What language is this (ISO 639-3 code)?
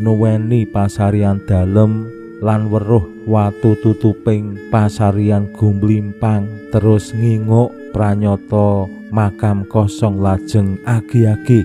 jav